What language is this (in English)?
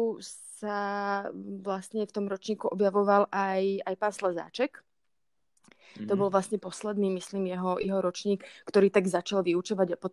Slovak